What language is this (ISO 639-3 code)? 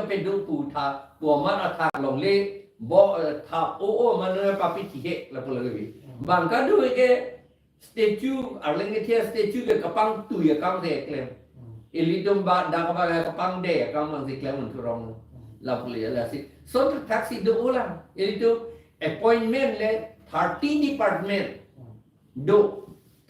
mjw